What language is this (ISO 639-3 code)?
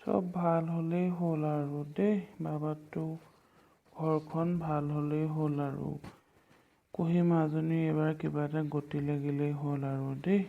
asm